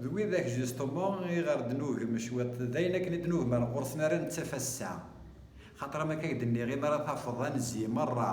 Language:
Kabyle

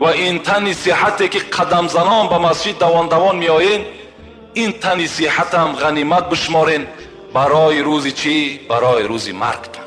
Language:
Tajik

